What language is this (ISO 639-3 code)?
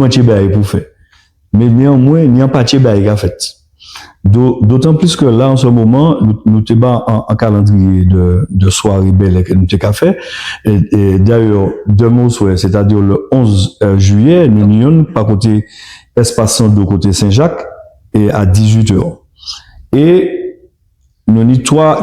gcf